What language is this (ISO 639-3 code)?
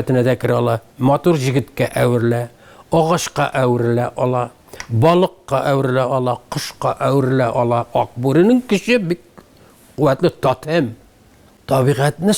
tat